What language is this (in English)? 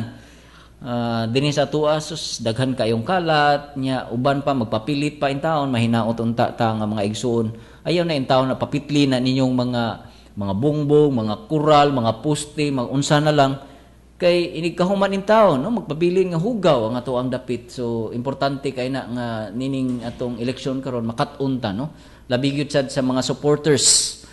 Cebuano